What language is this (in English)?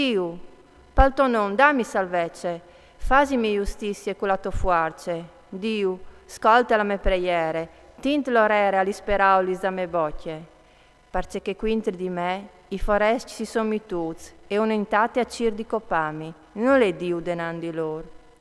Friulian